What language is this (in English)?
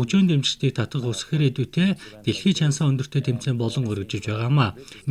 Mongolian